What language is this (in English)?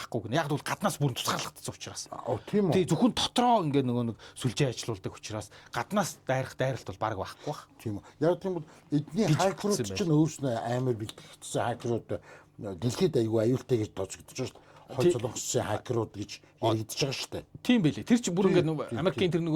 Mongolian